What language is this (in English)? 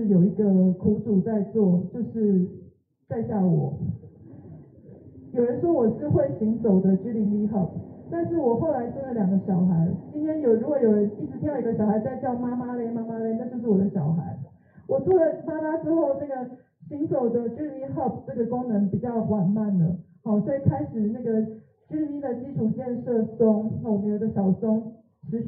Chinese